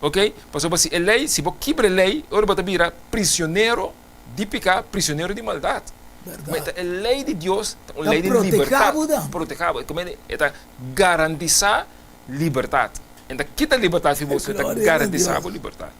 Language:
Papiamento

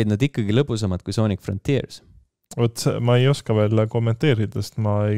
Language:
Estonian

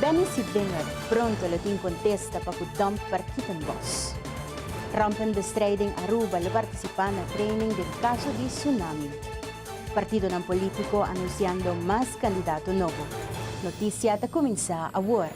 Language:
Papiamento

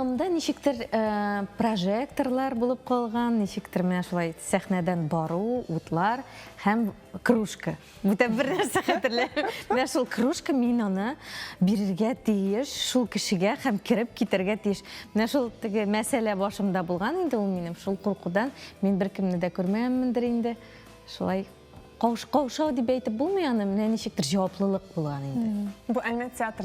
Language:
Tatar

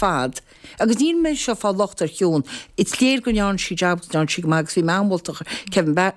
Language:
Irish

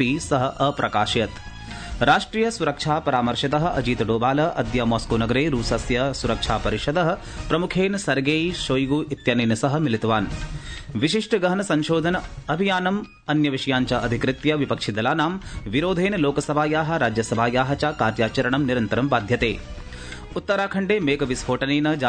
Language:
Sanskrit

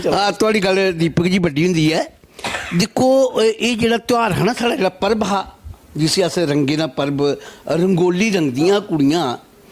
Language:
Dogri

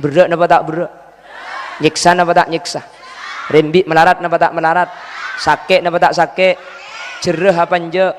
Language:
Madurese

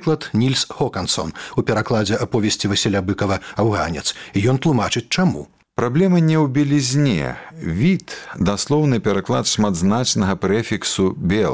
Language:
Belarusian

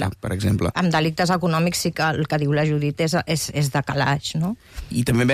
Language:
Catalan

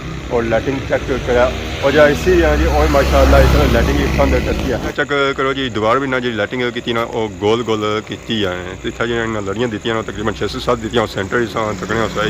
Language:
Pahari-Potwari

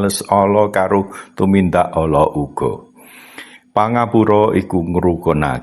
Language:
Javanese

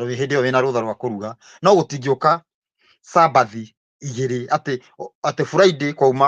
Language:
Kikuyu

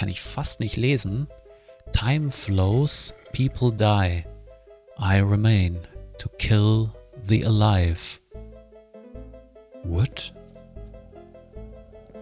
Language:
German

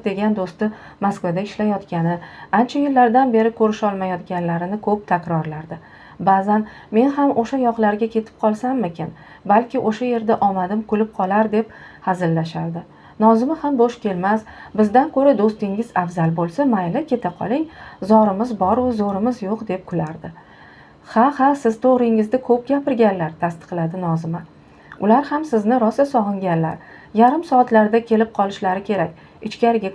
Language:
Uzbek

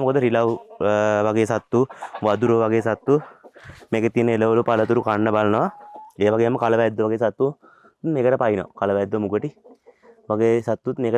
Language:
Sinhala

